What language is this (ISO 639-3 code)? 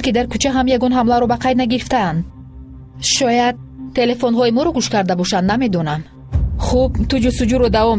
tgk